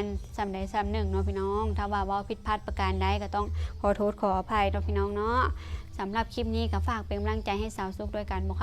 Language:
Lao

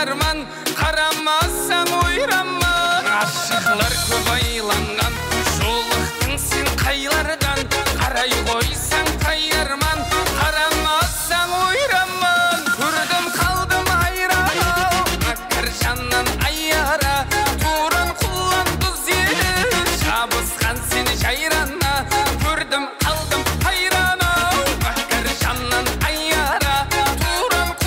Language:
Kara-Kalpak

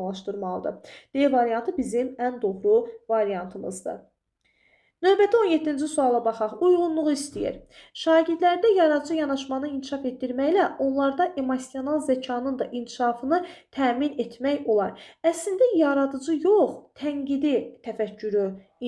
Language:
Azerbaijani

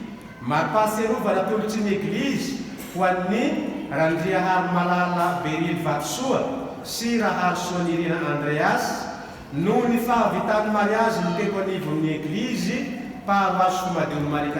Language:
Malagasy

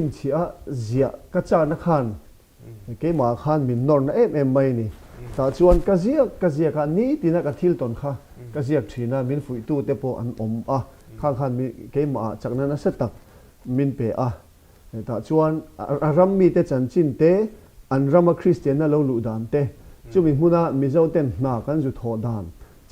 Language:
Mizo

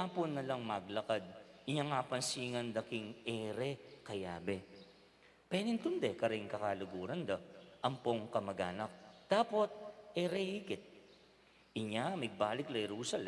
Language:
Pampanga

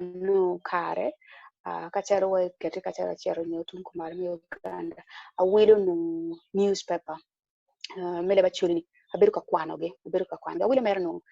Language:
Acoli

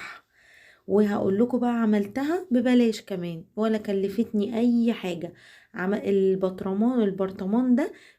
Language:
Egyptian Arabic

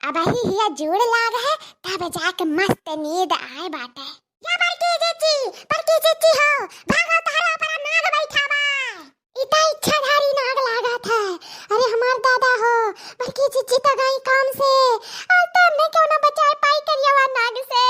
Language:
Awadhi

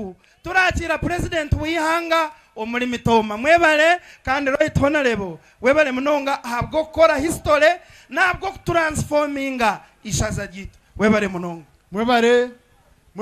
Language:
Nyankole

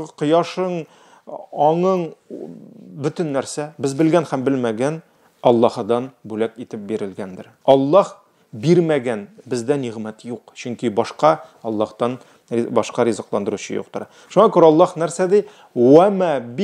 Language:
Tatar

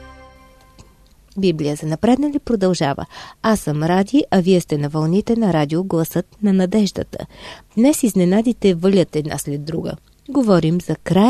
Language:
Bulgarian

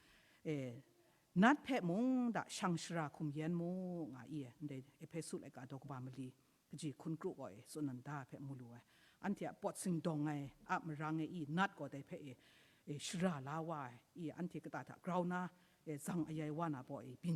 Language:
Kachin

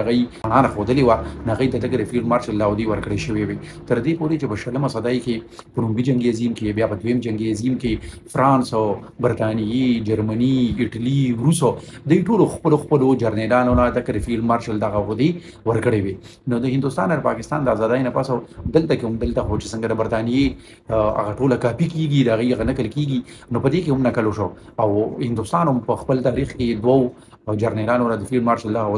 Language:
Pashto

